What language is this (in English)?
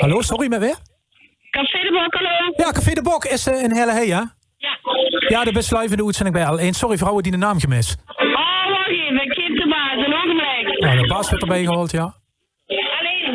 Limburgish